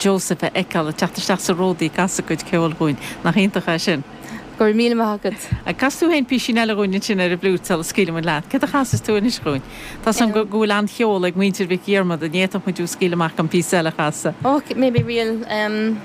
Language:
Irish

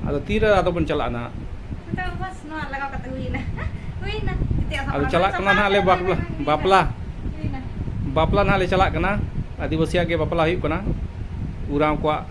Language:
Santali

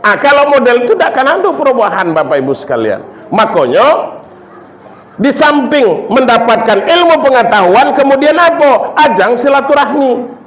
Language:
Minangkabau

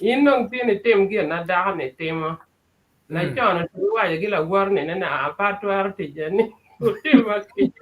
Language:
Acoli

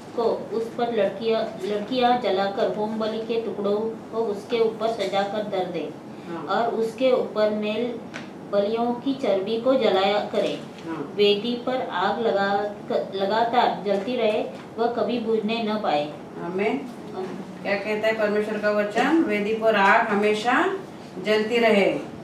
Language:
Hindi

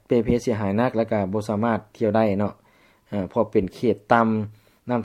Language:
Lao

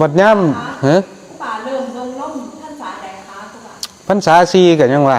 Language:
Northeastern Thai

